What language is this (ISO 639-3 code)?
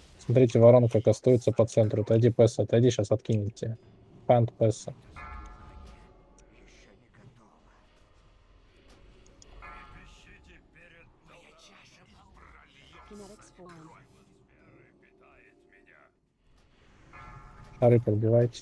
rus